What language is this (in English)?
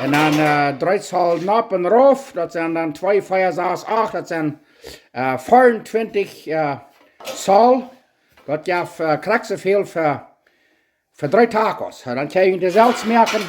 Plautdietsch